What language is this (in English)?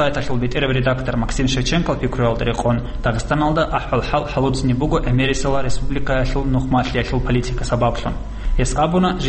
Avaric